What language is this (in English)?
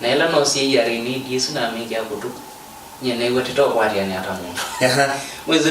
Kamba